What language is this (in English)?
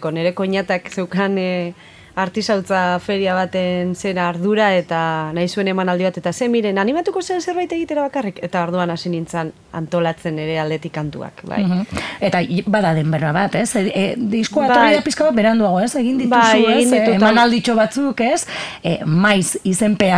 Basque